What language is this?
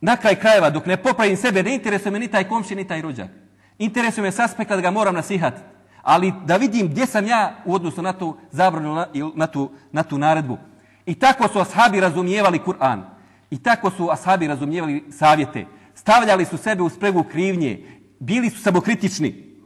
Bosnian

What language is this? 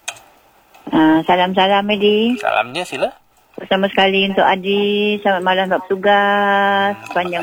Malay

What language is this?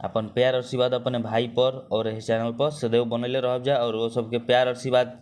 Bhojpuri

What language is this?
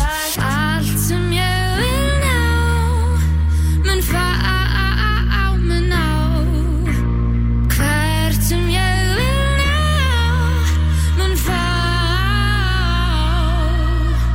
Icelandic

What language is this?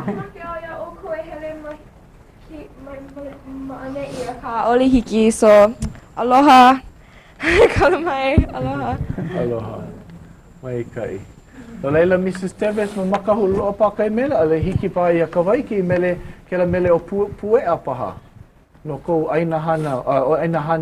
Hawaiian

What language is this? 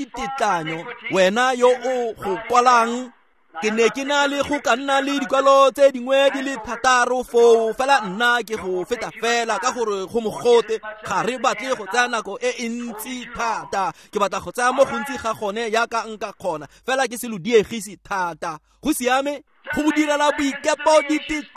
Tswana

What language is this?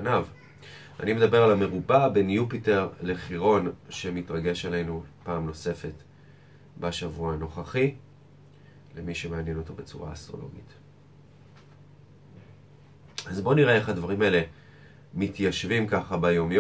Hebrew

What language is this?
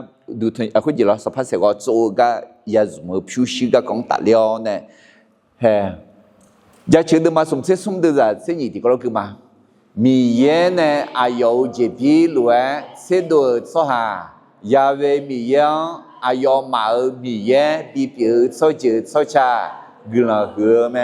Akha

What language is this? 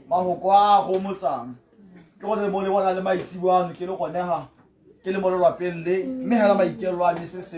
Tswana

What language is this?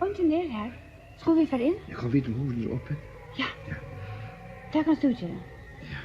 Faroese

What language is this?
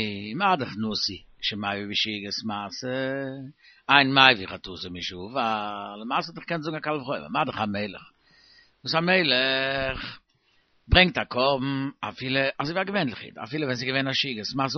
Yiddish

